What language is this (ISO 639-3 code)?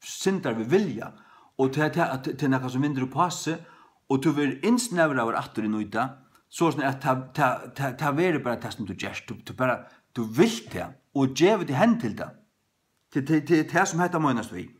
fao